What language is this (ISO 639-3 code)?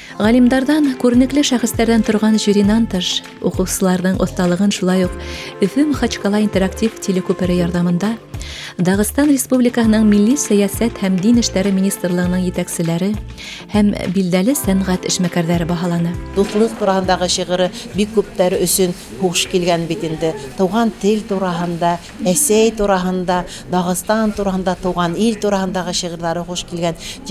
bak